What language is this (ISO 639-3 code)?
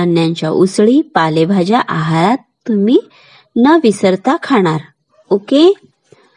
mar